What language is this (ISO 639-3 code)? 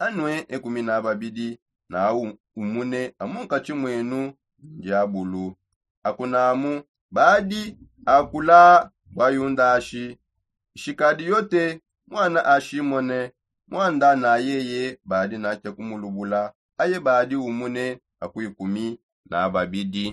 sop